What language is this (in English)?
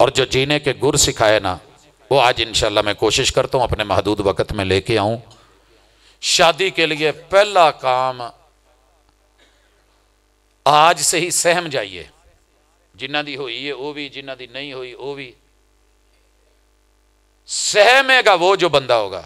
Urdu